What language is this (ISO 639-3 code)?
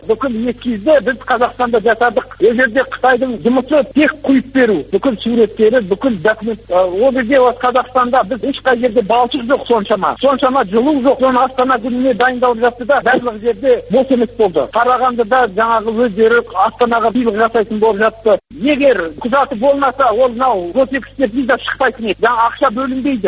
kaz